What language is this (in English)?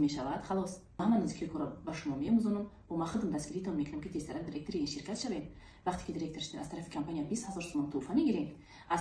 Tajik